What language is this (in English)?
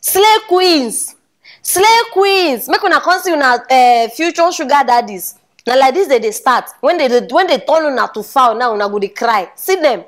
Nigerian Pidgin